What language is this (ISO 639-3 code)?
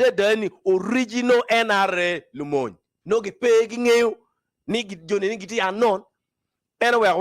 ach